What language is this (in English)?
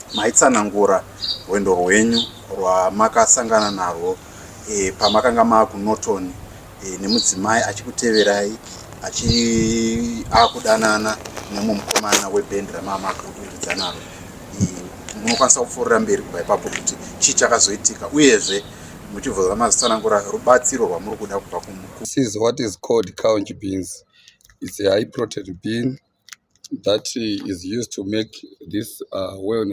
Shona